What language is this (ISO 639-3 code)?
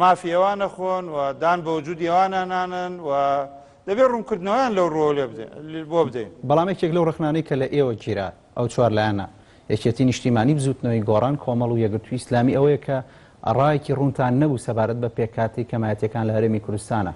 ckb